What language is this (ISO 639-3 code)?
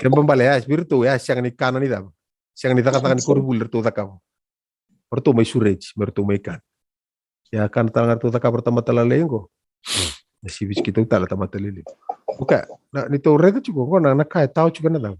fij